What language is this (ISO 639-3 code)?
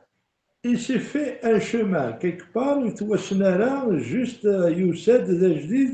kab